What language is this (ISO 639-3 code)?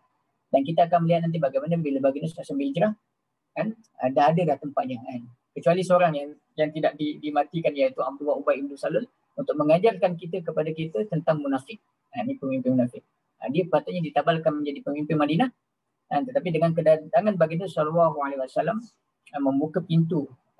msa